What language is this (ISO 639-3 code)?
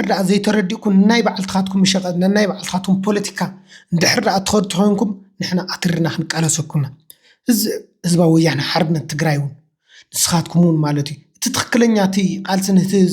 tir